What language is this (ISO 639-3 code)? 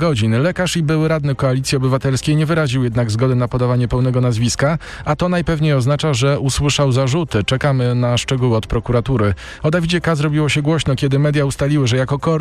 pol